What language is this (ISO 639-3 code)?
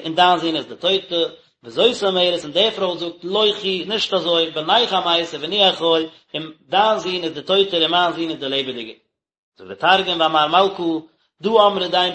yid